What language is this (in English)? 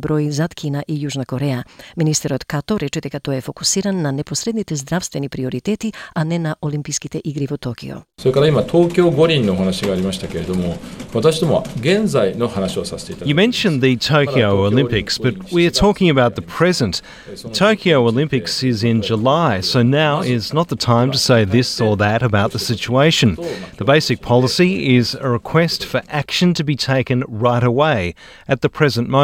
Macedonian